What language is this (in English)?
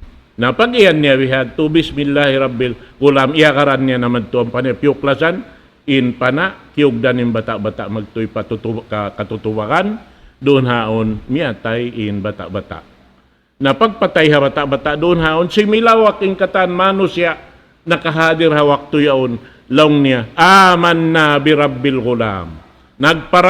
Tausug